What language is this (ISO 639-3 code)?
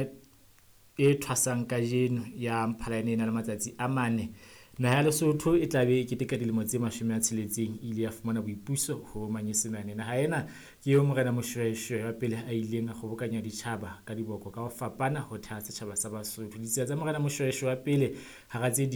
sot